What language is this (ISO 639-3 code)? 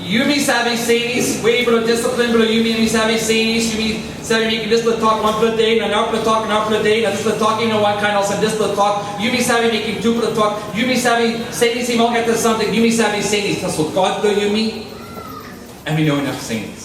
tpi